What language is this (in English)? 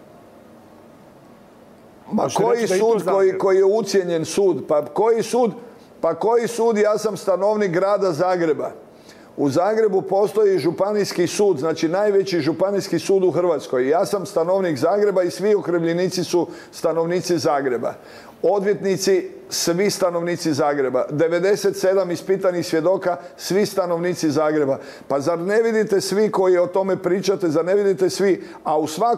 Croatian